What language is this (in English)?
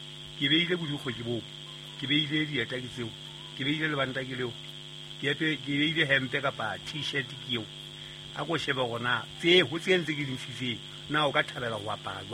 Southern Sotho